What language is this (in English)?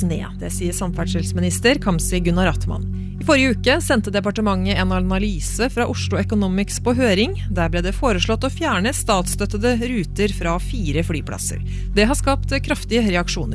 Norwegian